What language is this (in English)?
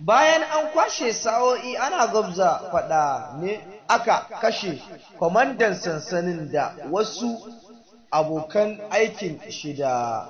Hausa